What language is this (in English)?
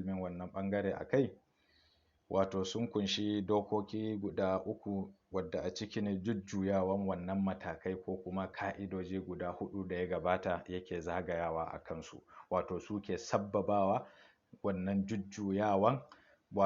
Hausa